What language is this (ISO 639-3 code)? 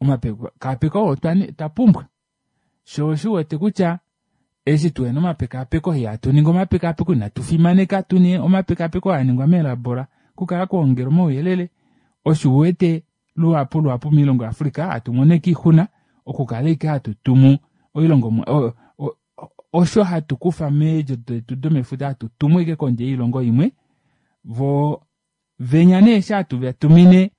kua